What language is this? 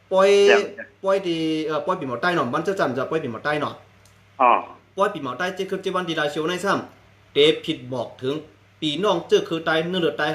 Shan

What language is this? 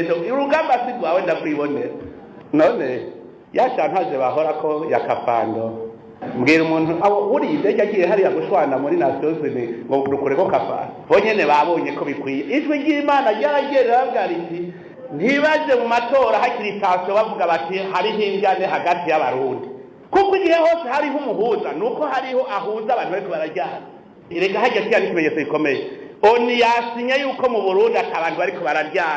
Rundi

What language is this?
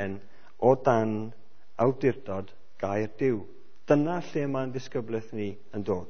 Welsh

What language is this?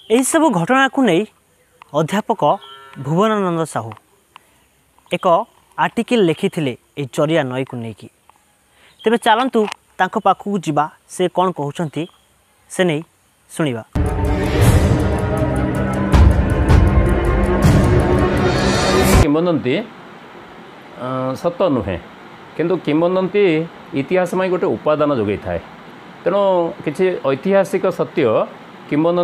Odia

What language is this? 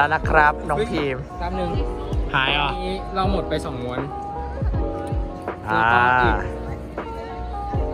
Thai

